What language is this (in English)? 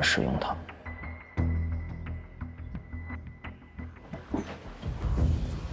Chinese